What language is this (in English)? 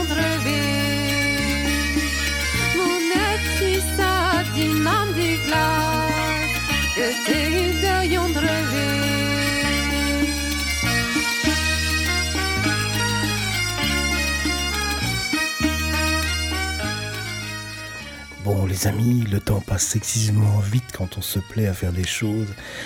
French